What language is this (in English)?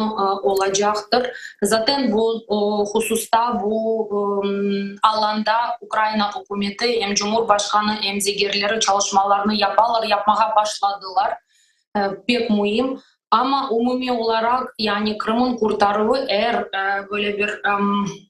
Crimean Tatar